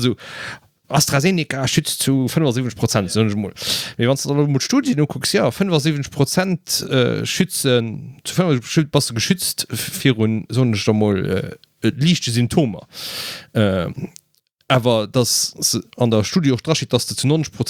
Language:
Luxembourgish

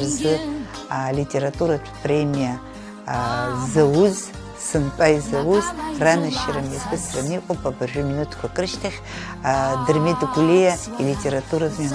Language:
Abkhazian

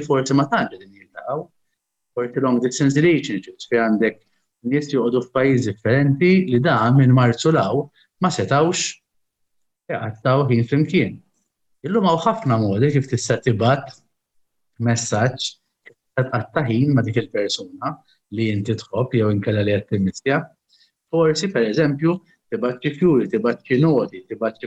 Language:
Maltese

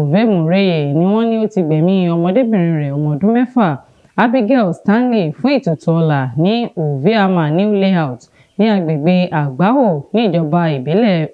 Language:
Yoruba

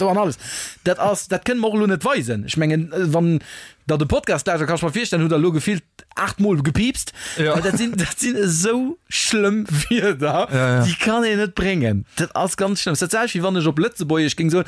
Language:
Luxembourgish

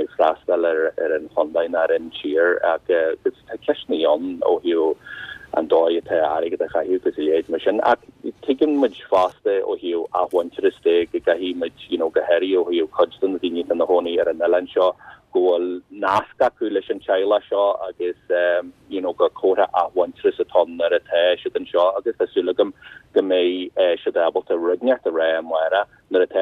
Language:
Irish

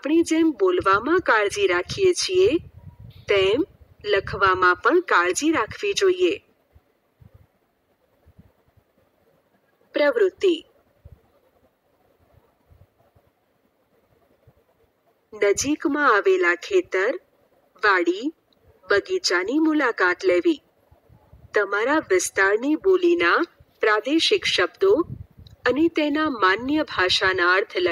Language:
Gujarati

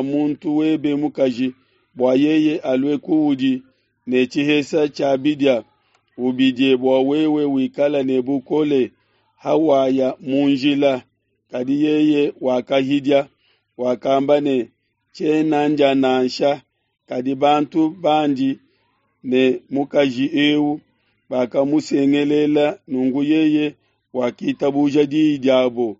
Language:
Luba-Lulua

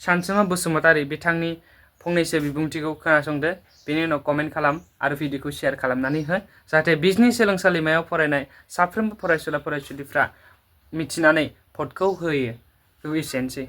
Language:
Bodo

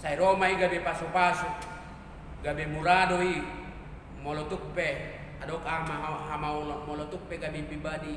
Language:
Batak Toba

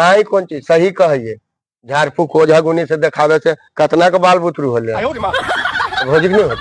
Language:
Magahi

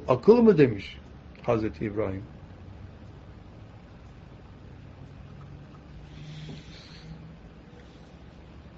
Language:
Turkish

